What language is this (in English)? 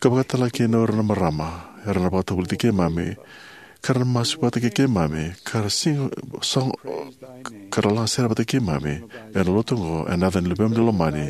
Fijian